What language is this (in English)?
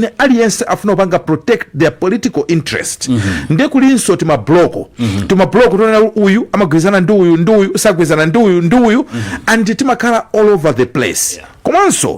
Nyanja